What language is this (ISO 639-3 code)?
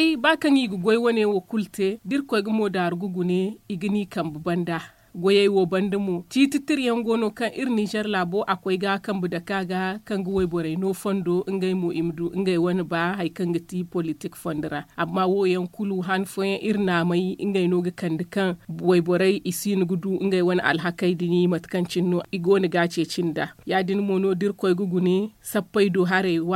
dje